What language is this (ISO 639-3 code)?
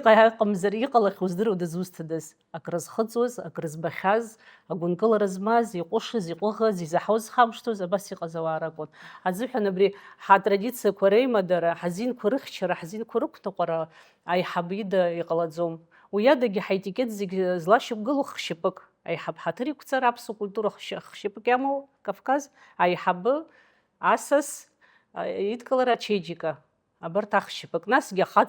abk